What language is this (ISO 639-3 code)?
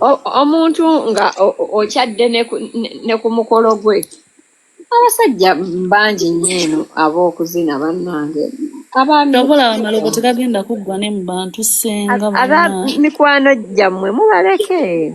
lug